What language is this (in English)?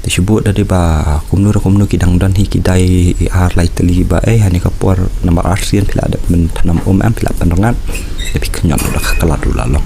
Khasi